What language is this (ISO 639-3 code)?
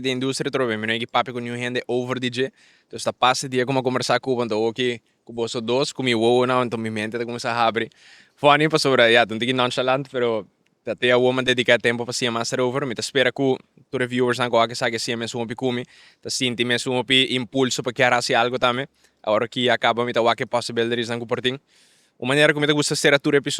pap